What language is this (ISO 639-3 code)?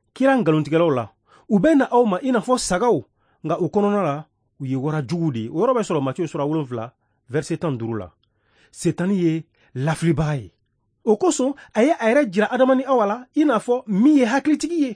bam